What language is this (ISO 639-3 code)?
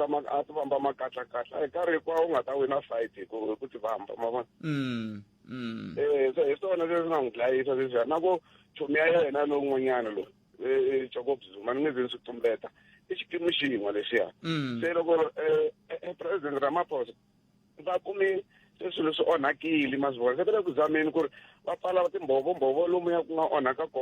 tso